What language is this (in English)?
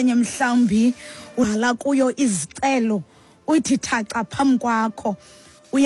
Xhosa